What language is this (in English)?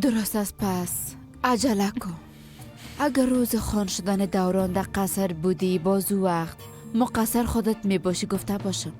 Persian